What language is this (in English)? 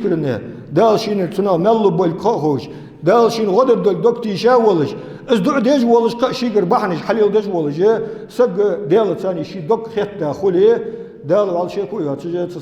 Ingush